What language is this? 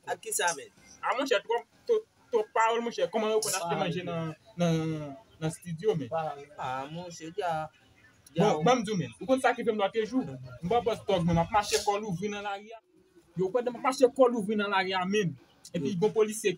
Haitian Creole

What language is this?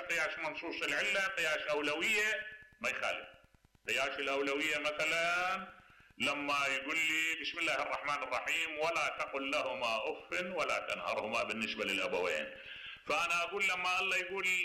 Mesopotamian Arabic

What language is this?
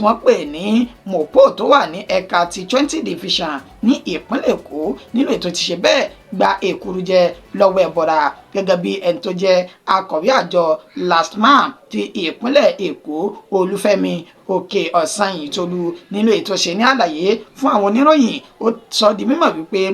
Yoruba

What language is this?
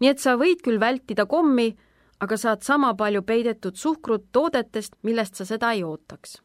Estonian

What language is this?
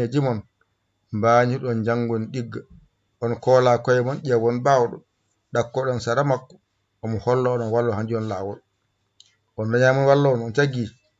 Fula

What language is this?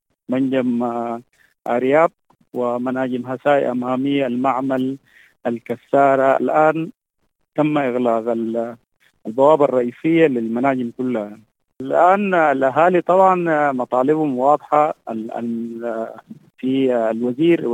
Sudanese Arabic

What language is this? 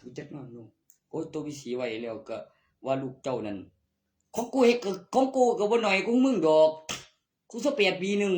Northeastern Thai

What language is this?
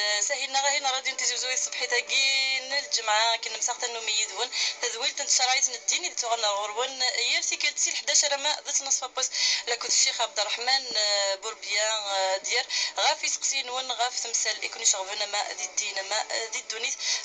Kabyle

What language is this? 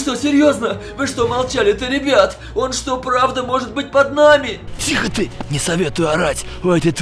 Russian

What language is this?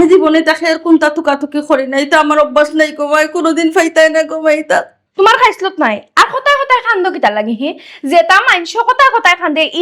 Sylheti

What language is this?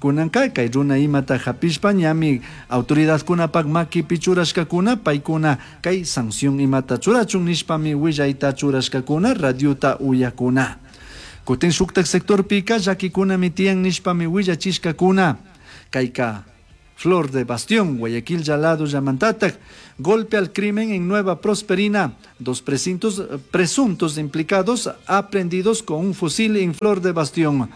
Chimborazo Highland Quichua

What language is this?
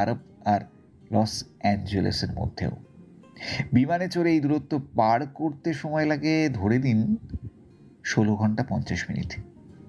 Bangla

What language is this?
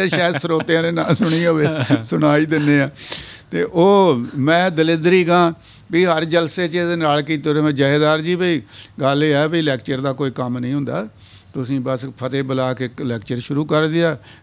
Punjabi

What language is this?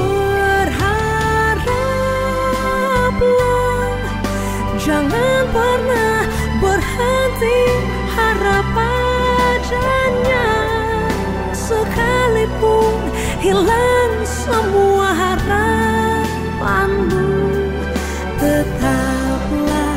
Indonesian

